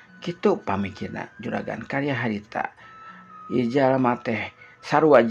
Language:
Sundanese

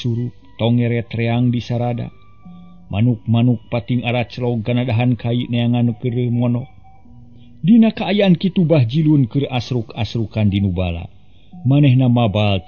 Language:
Sundanese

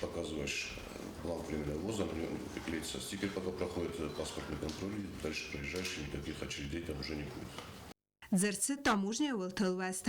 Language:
Ossetic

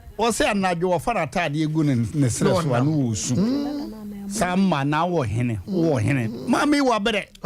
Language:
Akan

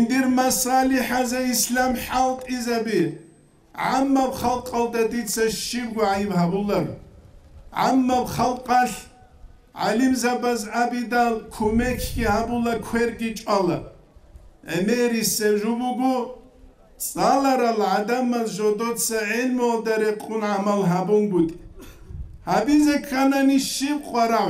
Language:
Avaric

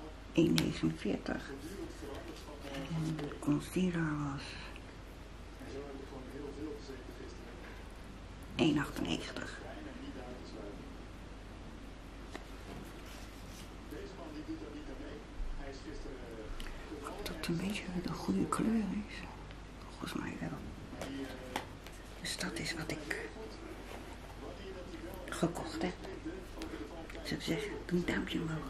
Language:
Dutch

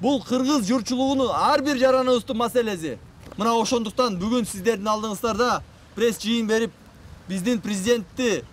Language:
Kyrgyz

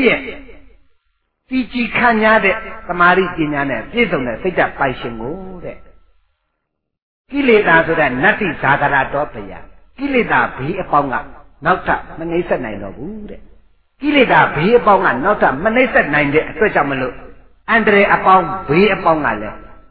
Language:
Burmese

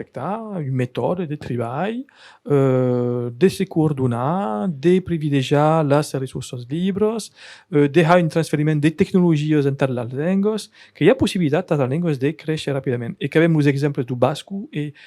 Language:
Occitan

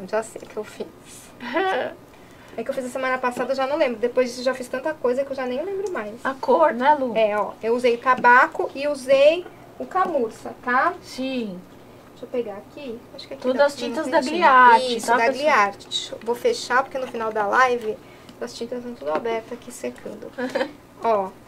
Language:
Portuguese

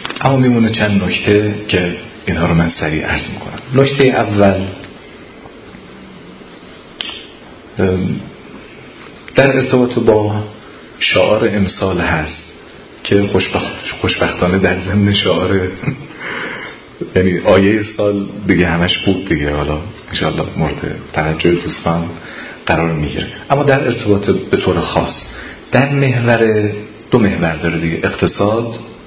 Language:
Persian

